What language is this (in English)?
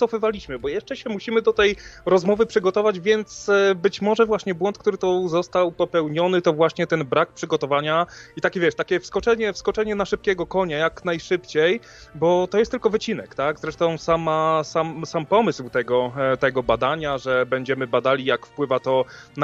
Polish